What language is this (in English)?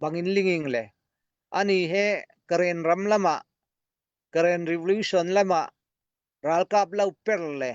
Falam Chin